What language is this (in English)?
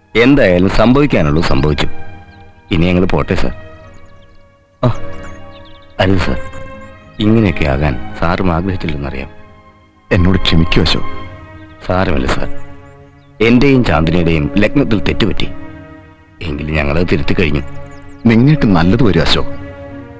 Malayalam